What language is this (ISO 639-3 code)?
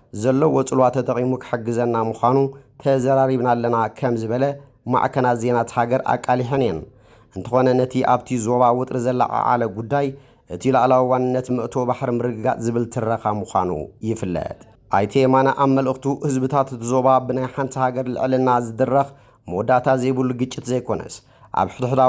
tir